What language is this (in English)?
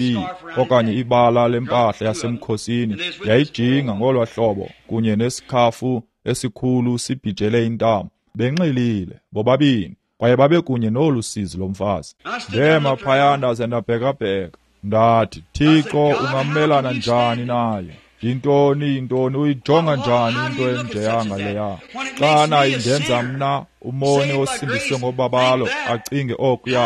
Xhosa